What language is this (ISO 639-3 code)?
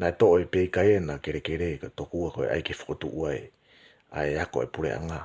ton